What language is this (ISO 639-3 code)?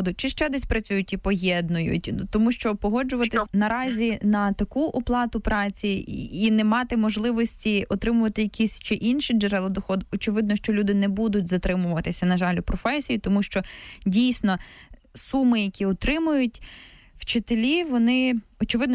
ukr